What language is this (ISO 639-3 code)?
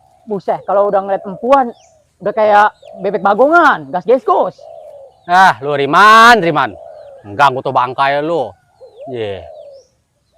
bew